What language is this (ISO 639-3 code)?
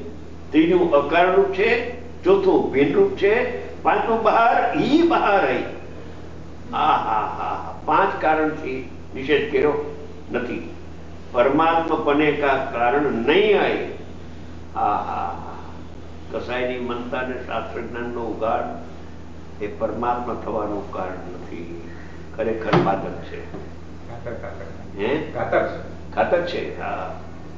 guj